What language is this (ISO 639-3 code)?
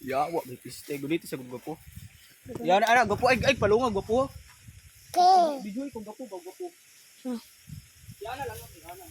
ceb